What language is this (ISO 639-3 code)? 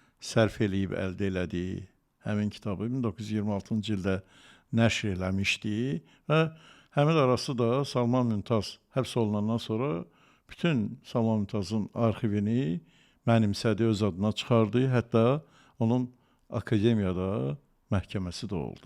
aze